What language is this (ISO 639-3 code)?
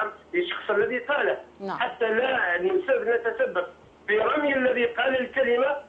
arq